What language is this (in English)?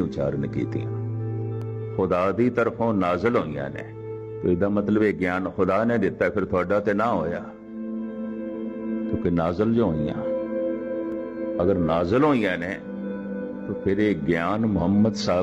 Punjabi